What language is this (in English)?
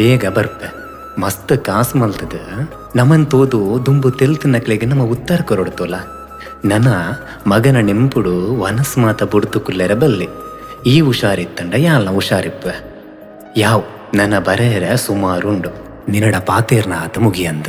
Tulu